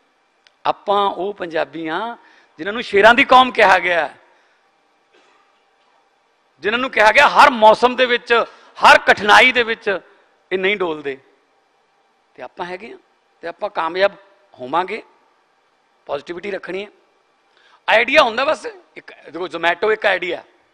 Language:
Punjabi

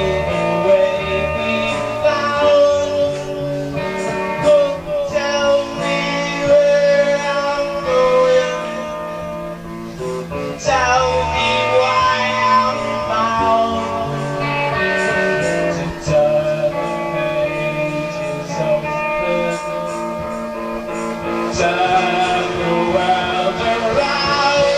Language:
English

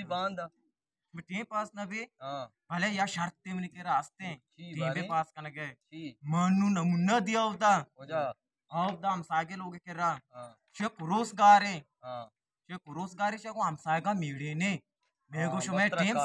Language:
Eastern Balochi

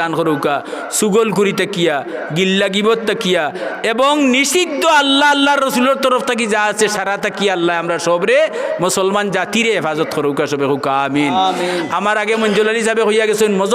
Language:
Sylheti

